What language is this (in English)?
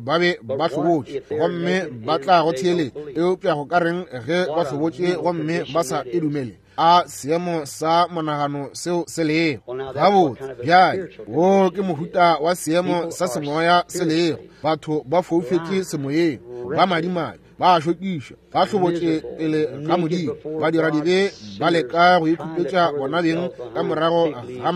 Northern Sotho